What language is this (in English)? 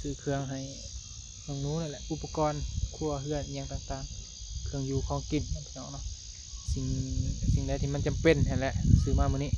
Northeastern Thai